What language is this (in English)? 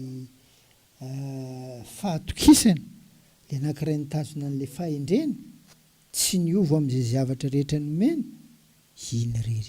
Malagasy